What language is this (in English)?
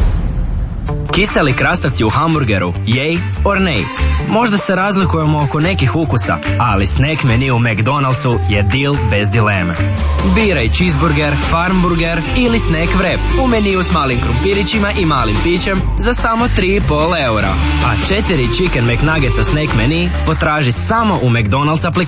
Croatian